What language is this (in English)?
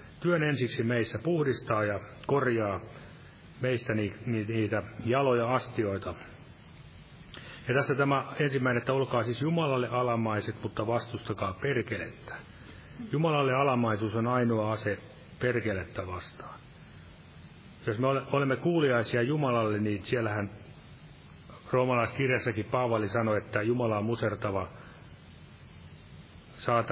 Finnish